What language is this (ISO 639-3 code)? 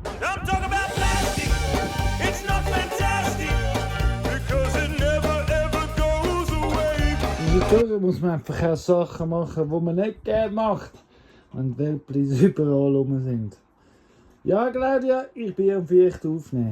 gsw